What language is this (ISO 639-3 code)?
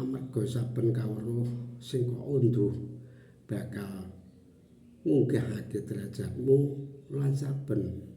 jav